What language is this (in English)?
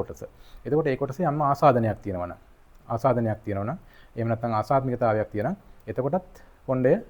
Sinhala